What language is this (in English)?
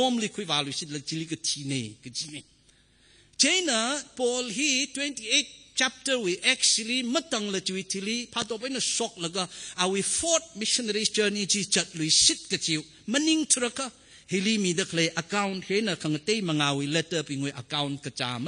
Tangkhul Naga (India)